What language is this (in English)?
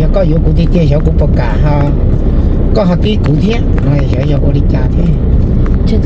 Hmong